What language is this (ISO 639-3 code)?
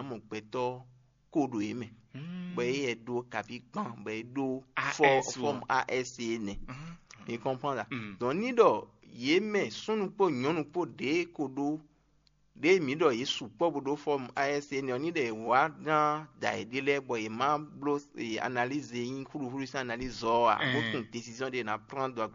fon